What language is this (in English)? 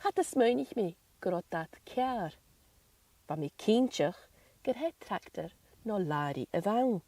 Scottish Gaelic